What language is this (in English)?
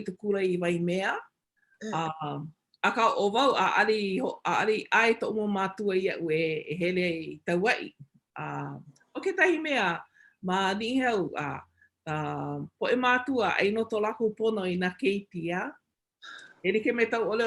Hawaiian